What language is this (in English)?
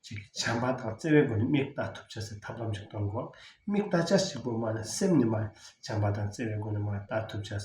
Tibetan